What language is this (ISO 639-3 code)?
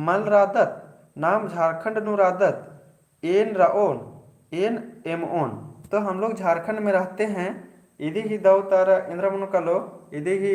kru